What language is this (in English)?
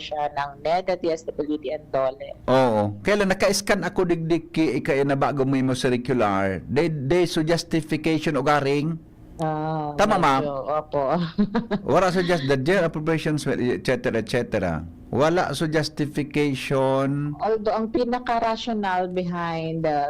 Bikol